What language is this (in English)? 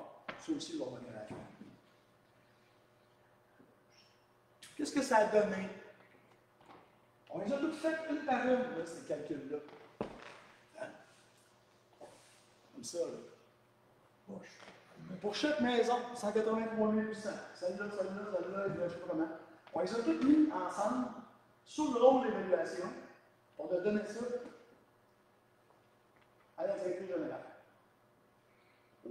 French